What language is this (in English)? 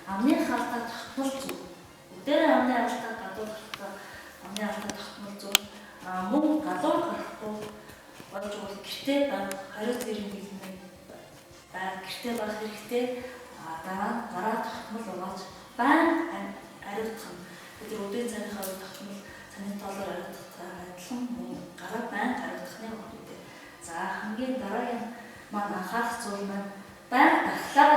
Mongolian